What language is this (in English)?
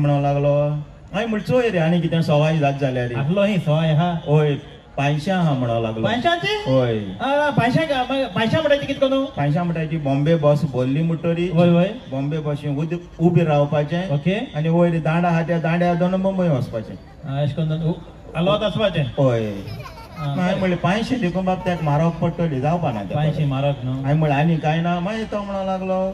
Konkani